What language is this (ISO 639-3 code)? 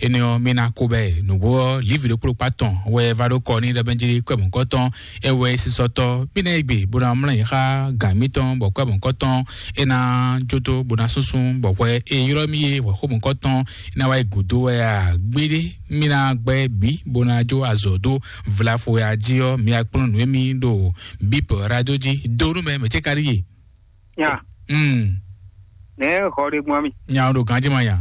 fon